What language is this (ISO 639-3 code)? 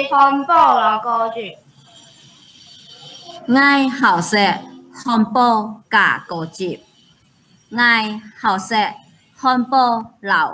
hak